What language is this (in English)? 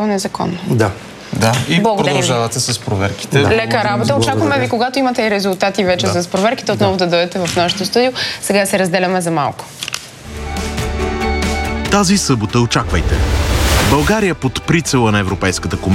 Bulgarian